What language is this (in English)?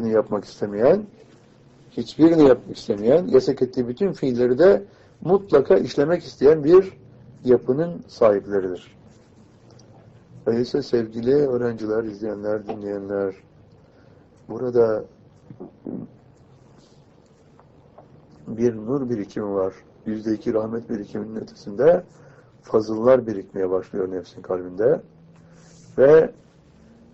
Turkish